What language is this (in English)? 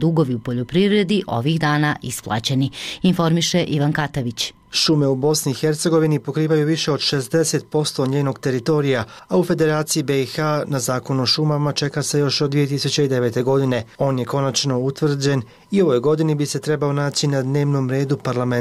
Bosnian